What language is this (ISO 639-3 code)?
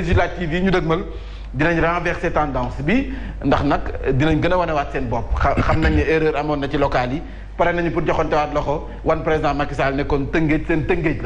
wol